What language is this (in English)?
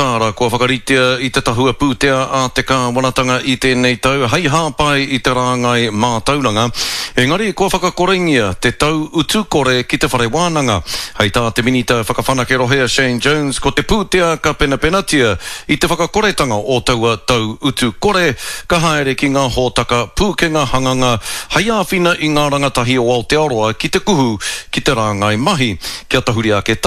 Māori